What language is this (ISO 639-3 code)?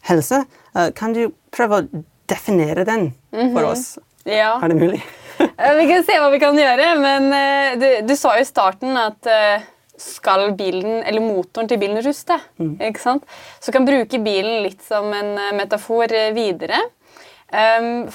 nor